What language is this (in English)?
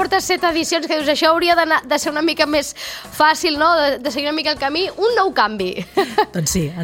Catalan